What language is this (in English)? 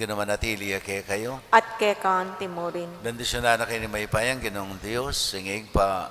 Pampanga